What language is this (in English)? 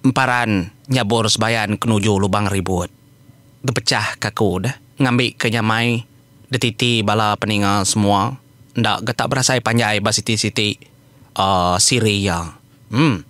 Iban